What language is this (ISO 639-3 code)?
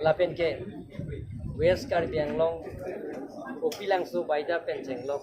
mjw